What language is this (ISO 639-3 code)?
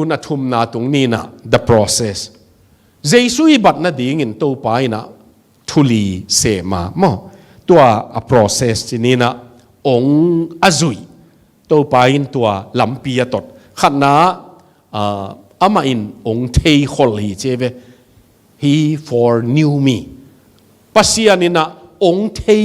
ctd